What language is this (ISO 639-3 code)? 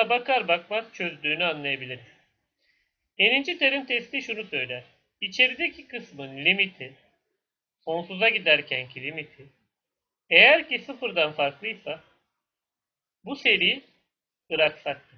tur